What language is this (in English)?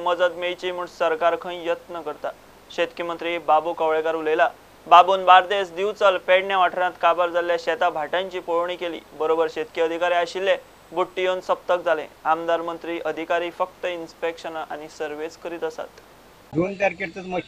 Konkani